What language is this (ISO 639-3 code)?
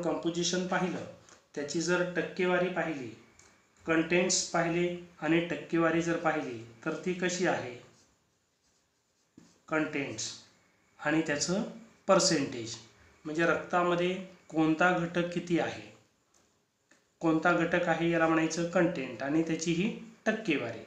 mar